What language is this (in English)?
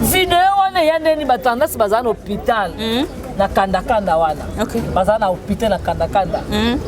Lingala